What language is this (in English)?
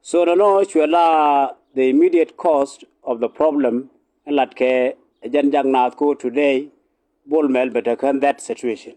Nuer